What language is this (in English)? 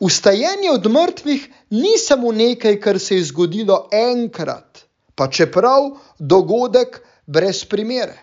Slovenian